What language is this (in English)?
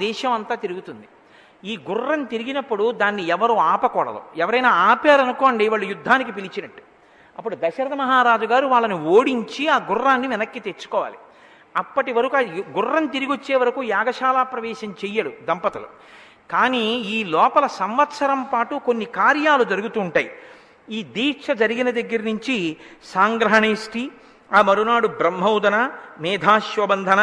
Telugu